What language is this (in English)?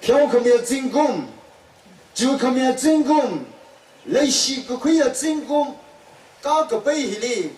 Tangkhul Naga (India)